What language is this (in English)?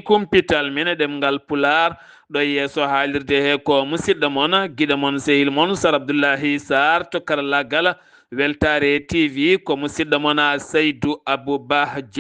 Fula